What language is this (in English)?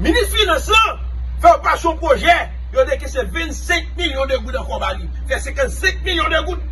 Haitian Creole